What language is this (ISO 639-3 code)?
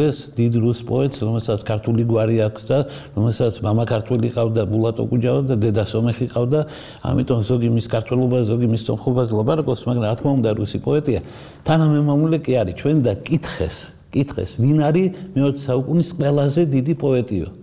kat